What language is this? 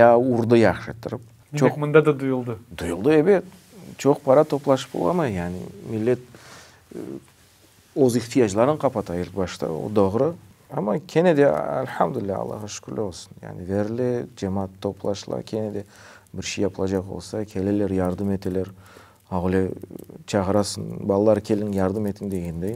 Crimean Tatar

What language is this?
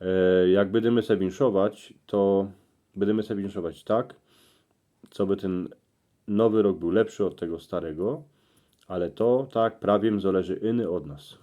Silesian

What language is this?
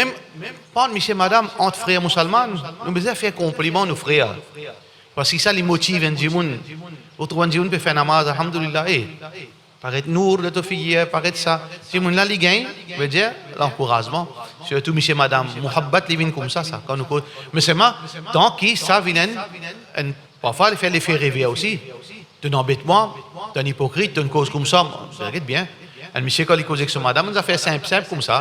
Morisyen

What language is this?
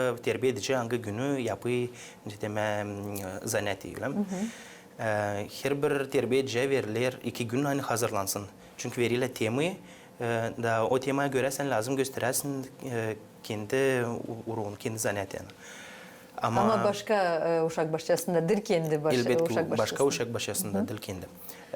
Gagauz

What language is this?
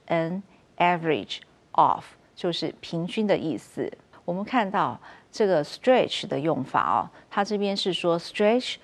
Chinese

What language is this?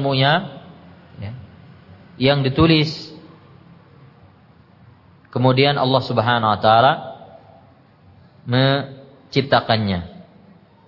Indonesian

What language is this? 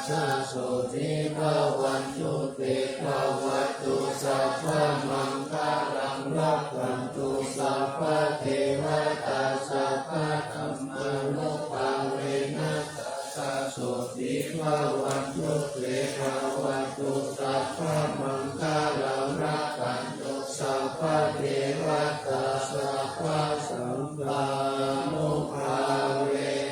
Pali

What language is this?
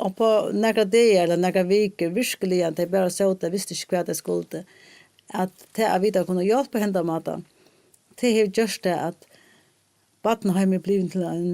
Faroese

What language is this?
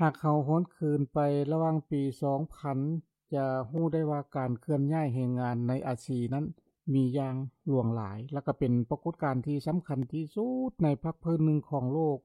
Lao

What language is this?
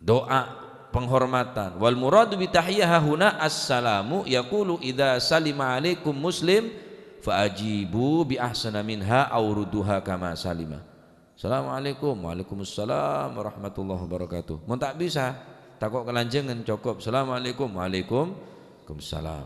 Madurese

